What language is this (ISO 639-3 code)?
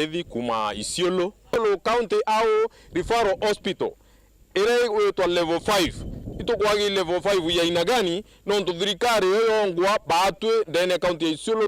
mer